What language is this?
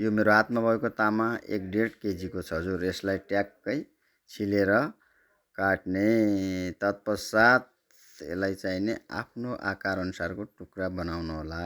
Nepali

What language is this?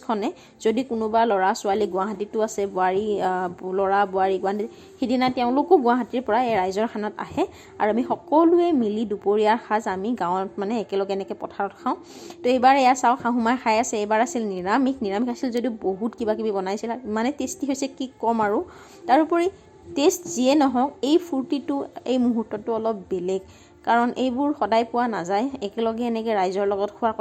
Assamese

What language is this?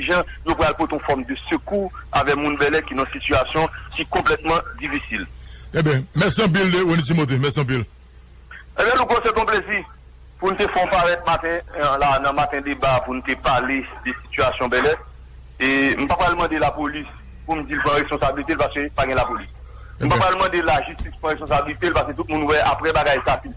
Haitian Creole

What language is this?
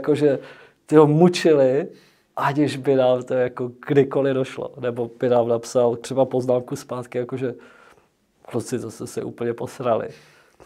Czech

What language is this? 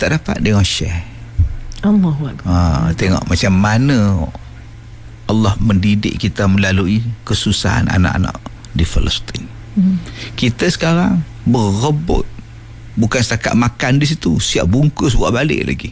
Malay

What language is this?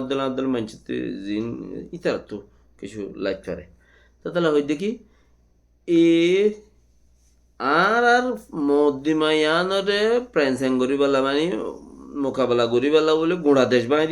Rohingya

